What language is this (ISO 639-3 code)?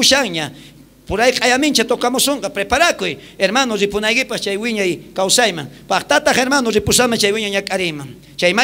quh